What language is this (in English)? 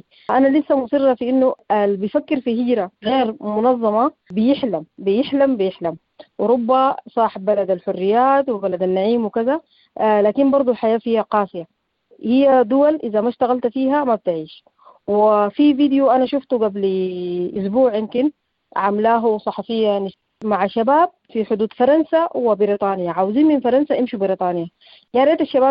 Sudanese Arabic